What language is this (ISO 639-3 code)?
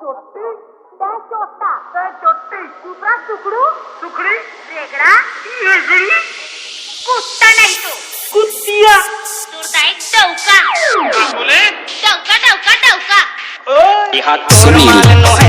hne